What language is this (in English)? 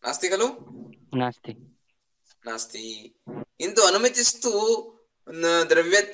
Sanskrit